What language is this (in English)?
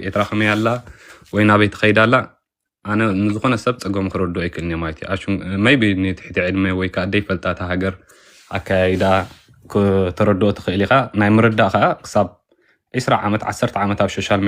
Tigrinya